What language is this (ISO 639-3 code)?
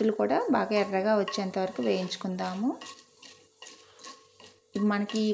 tel